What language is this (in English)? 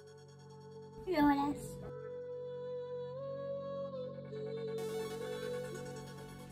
Hungarian